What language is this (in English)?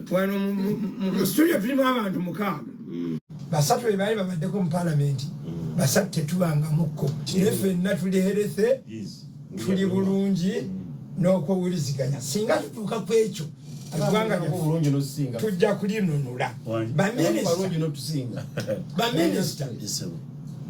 Ganda